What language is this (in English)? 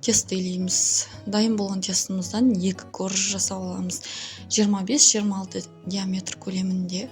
Kazakh